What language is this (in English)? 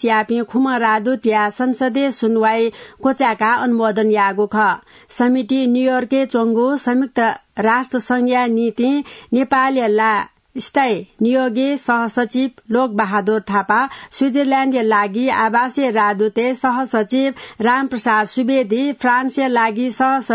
Newari